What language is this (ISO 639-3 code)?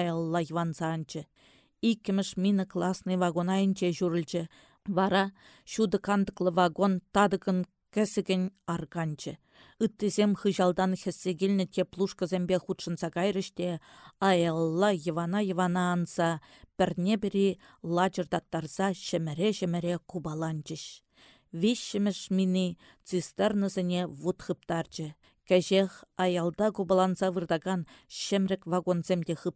chv